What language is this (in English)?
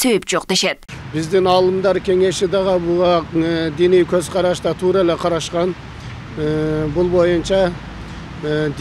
Kyrgyz